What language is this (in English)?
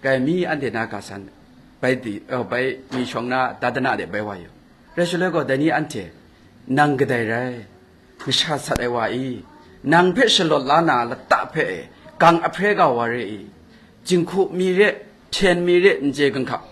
Kachin